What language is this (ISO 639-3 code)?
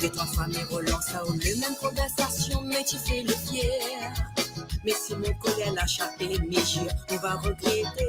mfe